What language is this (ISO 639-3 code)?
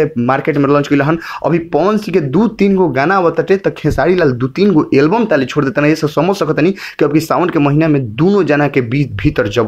bho